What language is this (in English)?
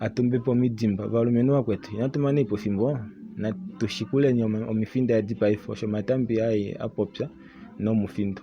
Kuanyama